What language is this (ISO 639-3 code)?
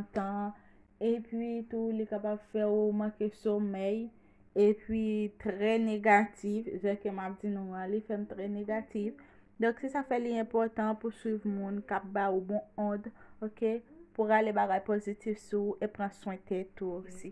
hat